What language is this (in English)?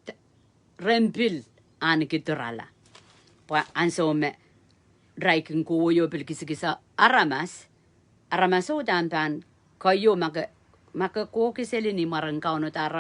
Pohnpeian